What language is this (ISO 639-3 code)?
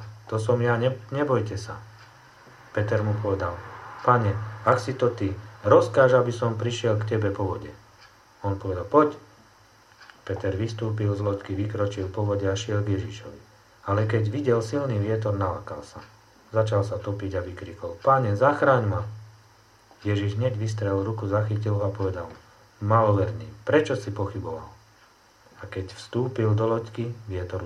slk